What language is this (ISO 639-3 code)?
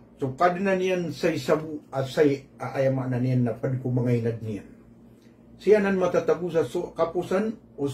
mrw